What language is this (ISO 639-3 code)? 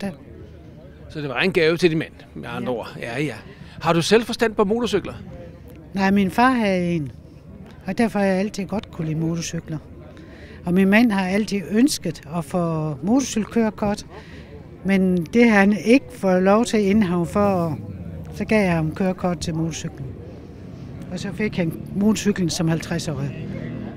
dan